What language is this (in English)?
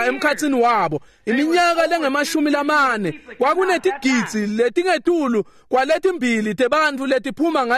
Swati